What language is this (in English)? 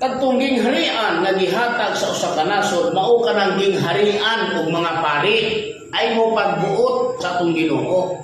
Cebuano